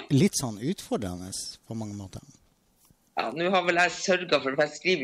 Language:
Norwegian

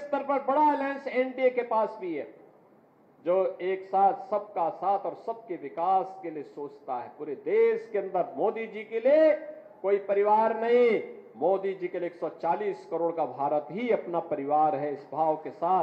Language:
Hindi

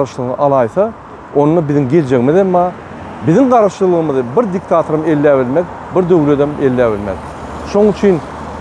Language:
Turkmen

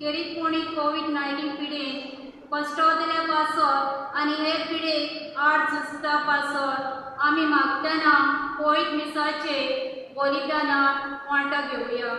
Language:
Konkani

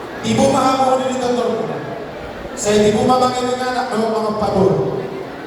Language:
Batak Toba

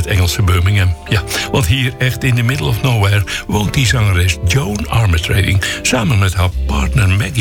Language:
Dutch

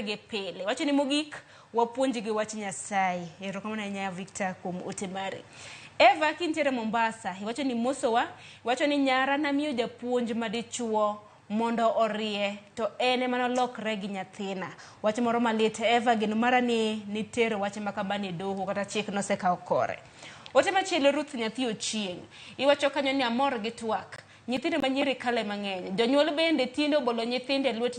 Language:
Luo (Kenya and Tanzania)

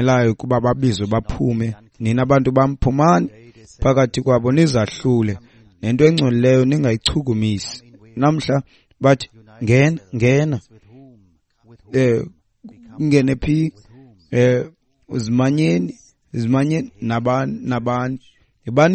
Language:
Xhosa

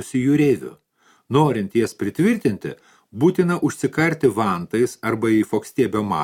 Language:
Lithuanian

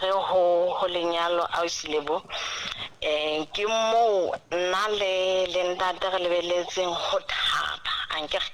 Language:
Southern Sotho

